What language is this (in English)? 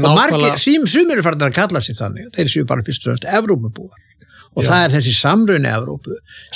Icelandic